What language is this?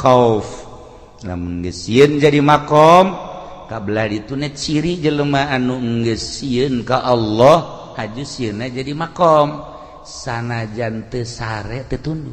Sundanese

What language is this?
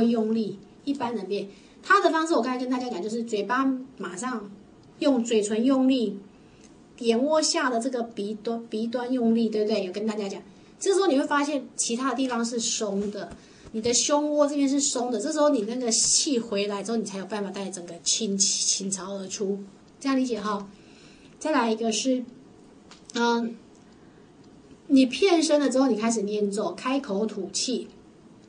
Chinese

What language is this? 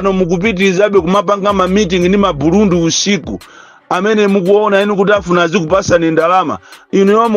Nyanja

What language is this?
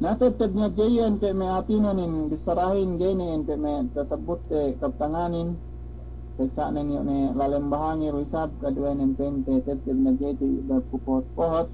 Yakan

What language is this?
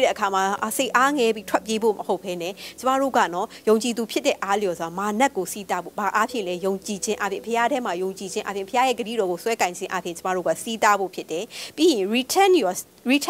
Burmese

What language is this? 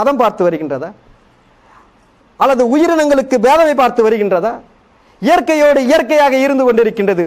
Tamil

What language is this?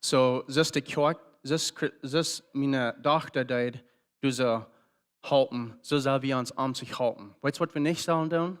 Plautdietsch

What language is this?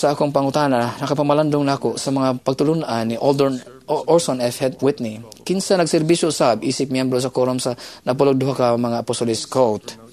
Cebuano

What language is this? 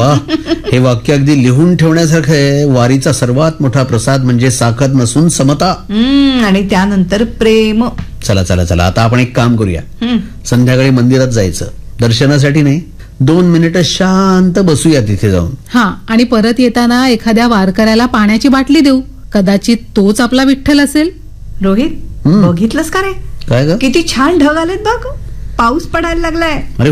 Marathi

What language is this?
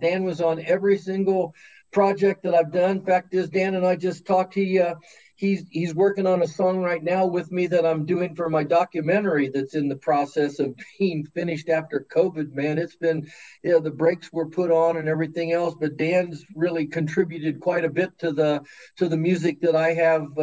English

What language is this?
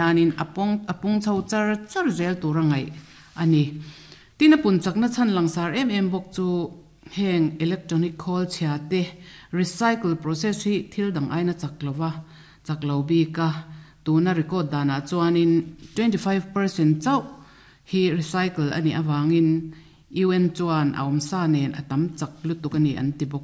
Mizo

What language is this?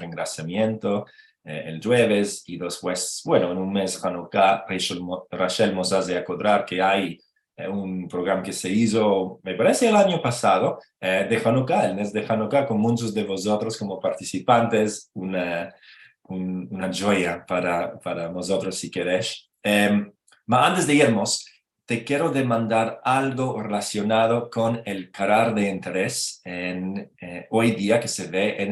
Ladino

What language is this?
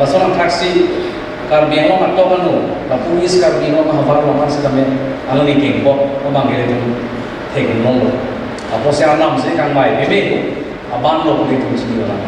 Karbi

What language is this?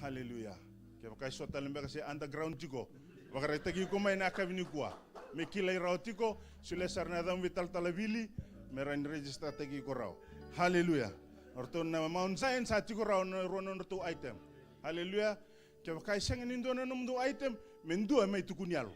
Fijian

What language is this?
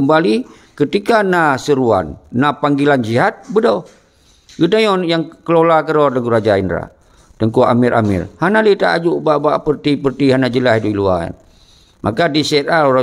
Achinese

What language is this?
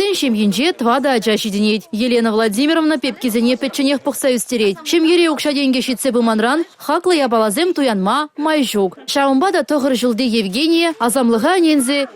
Chuvash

